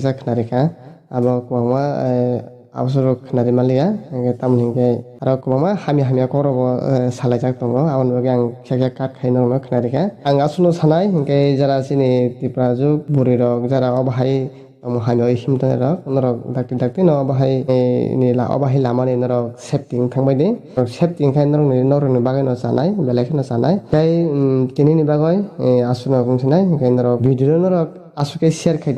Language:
Kok Borok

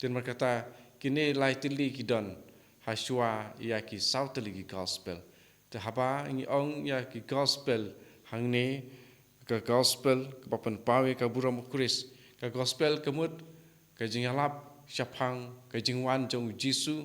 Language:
Khasi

